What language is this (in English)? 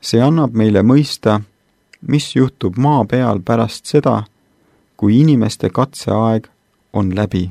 Estonian